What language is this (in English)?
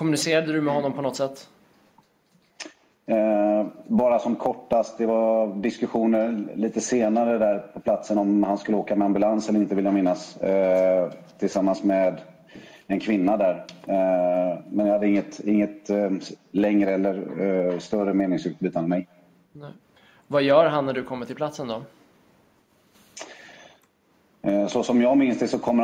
Swedish